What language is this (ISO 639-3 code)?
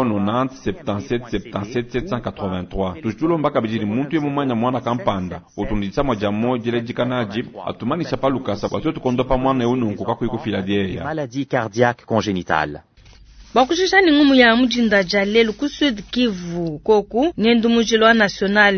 lua